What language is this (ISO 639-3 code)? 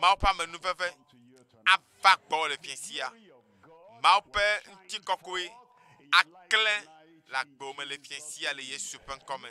ewe